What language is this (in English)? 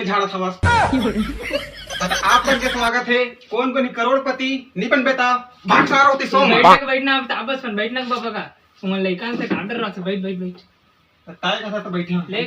Chhattisgarhi